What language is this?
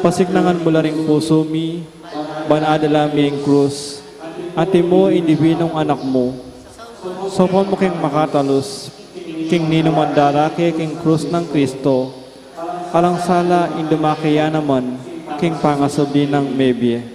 Pampanga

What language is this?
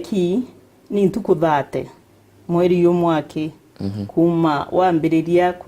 Meru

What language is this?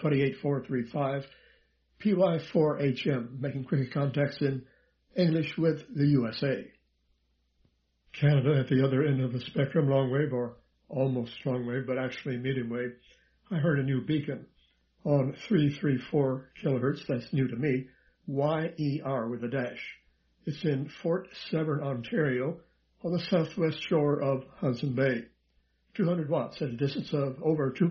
English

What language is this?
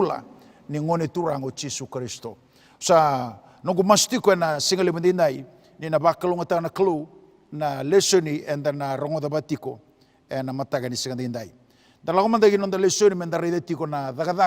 Fijian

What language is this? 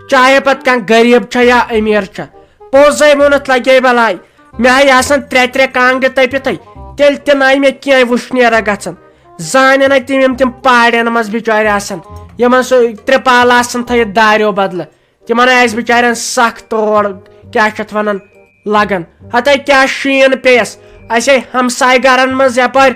Kashmiri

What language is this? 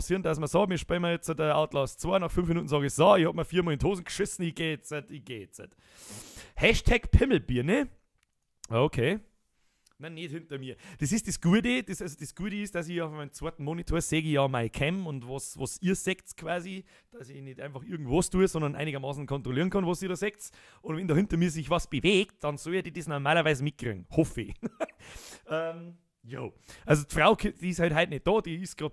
Bavarian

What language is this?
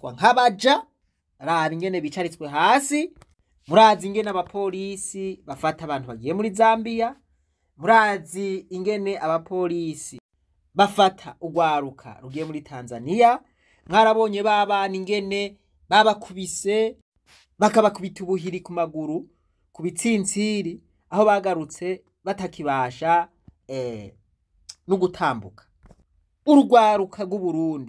Rundi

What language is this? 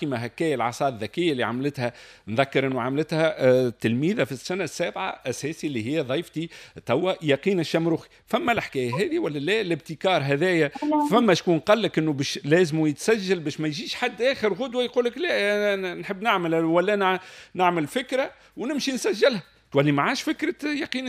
Tunisian Arabic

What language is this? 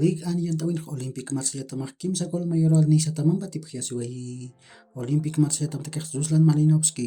Aymara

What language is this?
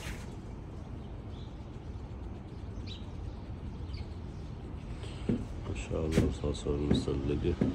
Arabic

